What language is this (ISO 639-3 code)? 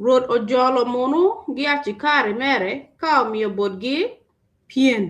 ach